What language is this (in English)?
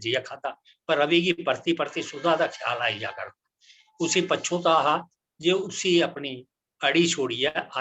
Dogri